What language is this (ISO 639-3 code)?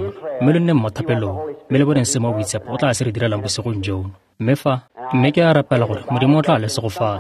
tsn